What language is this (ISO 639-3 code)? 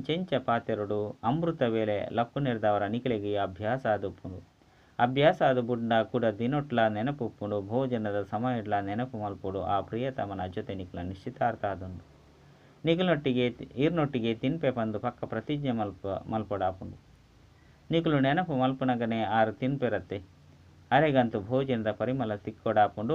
tcy